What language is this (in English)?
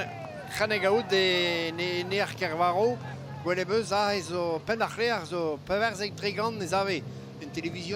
Breton